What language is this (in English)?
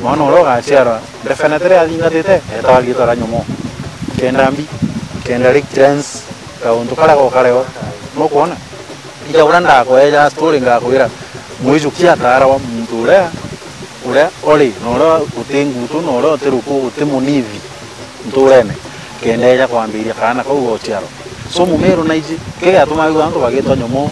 Meru